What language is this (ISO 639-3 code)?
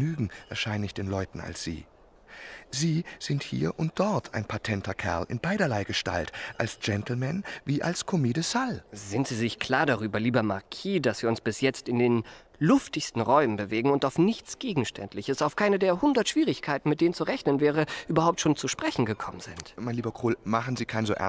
deu